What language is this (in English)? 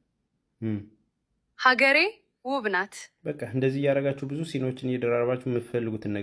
Amharic